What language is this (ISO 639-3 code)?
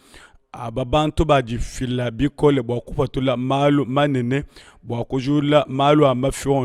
lua